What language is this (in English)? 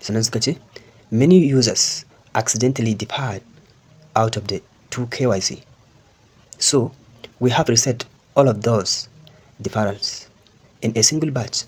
Hausa